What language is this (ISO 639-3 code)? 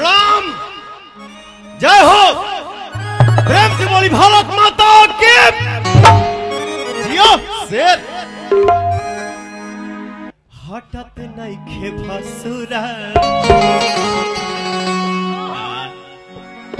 bho